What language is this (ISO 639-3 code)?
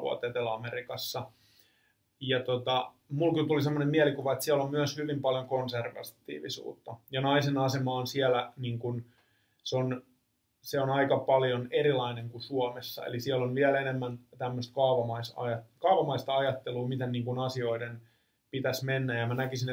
fin